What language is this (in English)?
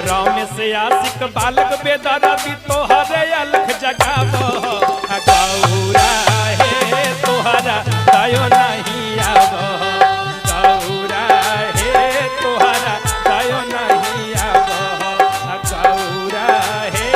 Magahi